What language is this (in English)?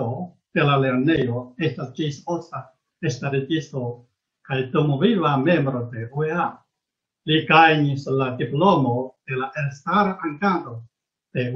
Esperanto